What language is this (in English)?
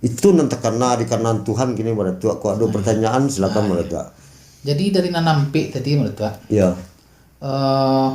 Minangkabau